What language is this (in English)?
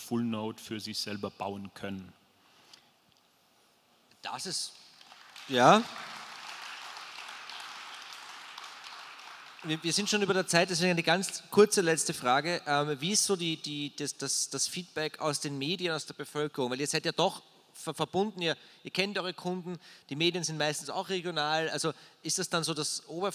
German